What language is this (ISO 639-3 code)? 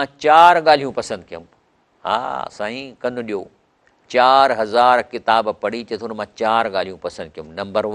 snd